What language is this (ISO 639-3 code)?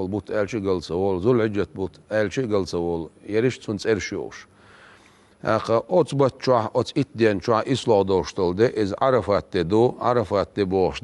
che